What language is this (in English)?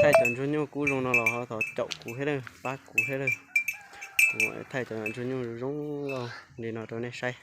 Hmong